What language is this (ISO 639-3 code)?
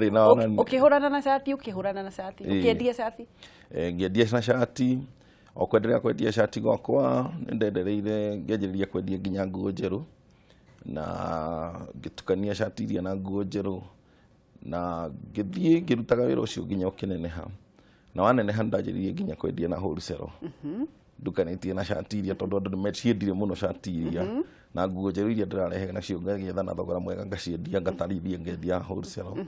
kik